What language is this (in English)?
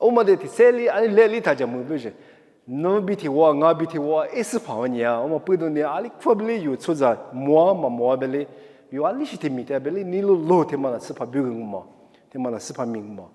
Lisu